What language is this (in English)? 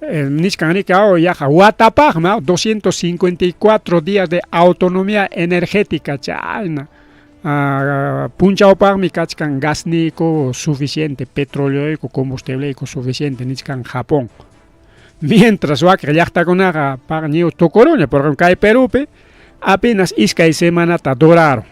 Ayacucho Quechua